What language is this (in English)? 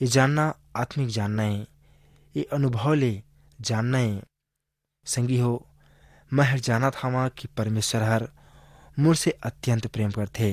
Chhattisgarhi